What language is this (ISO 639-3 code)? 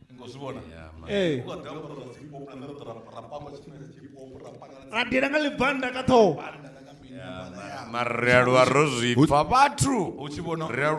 ven